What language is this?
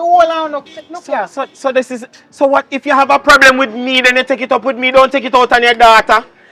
Jamaican Creole English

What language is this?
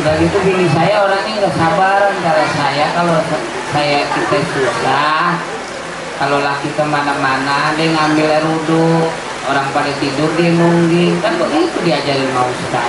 Betawi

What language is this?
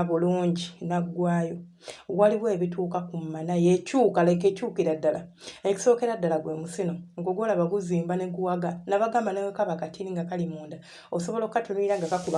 Ganda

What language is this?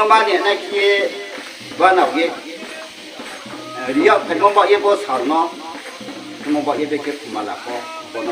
Riang (India)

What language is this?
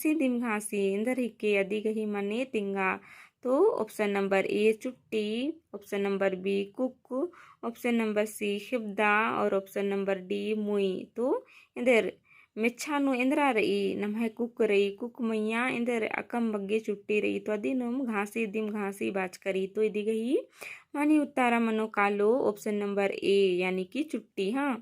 Kurukh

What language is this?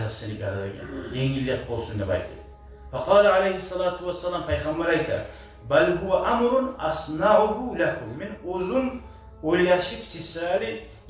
Kumyk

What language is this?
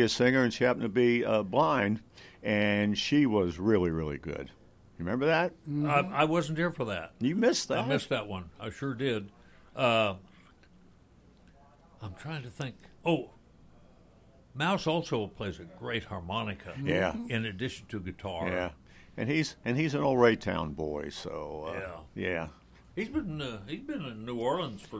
English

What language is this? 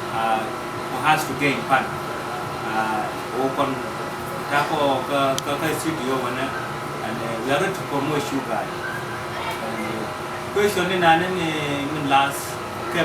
Nuer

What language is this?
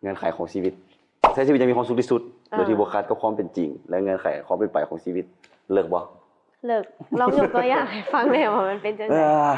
Lao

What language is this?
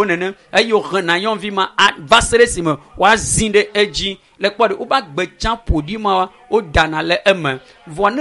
Ewe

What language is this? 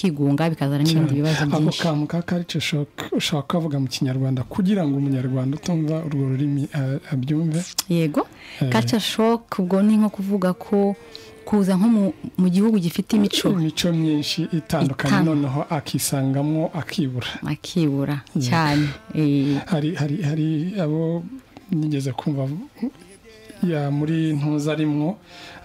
Kinyarwanda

